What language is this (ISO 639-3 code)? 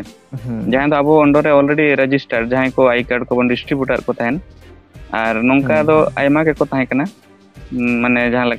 sat